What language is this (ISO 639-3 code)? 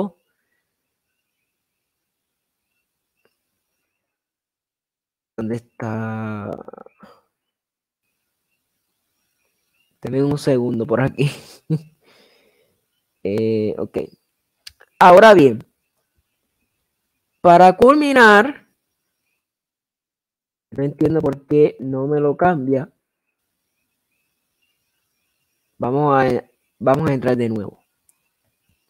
spa